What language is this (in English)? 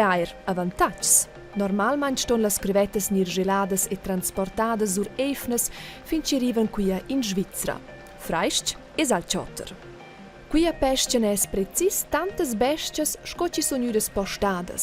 Romansh